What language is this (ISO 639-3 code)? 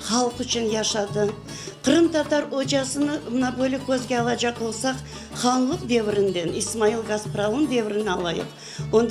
crh